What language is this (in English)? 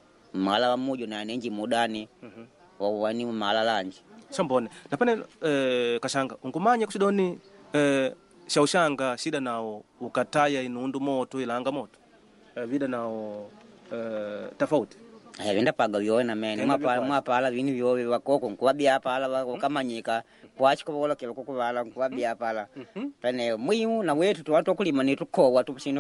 Makonde